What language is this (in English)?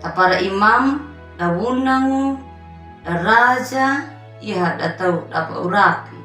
Anakalangu